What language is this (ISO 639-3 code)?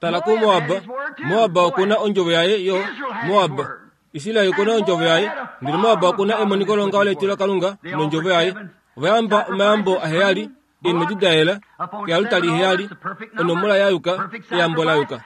kua